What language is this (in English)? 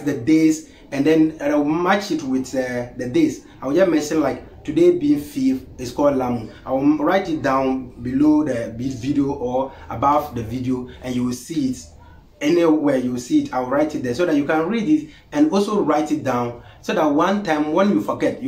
Konkomba